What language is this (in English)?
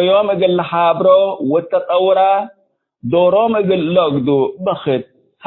Tigre